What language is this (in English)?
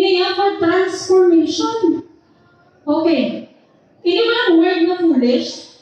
Hiligaynon